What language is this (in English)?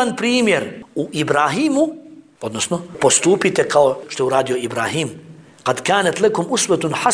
Bosnian